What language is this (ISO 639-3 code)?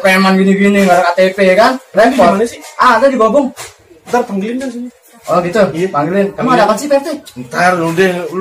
bew